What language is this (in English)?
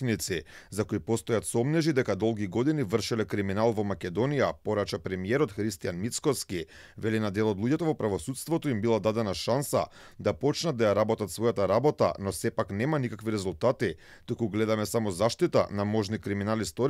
Macedonian